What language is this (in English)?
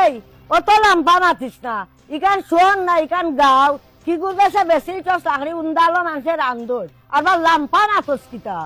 Sylheti